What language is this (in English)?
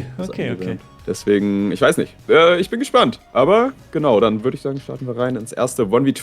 Swiss German